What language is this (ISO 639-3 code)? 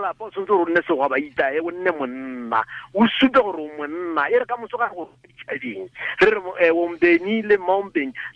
tsn